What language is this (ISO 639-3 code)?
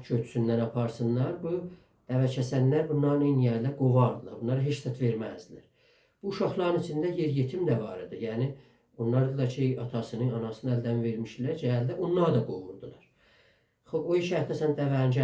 azb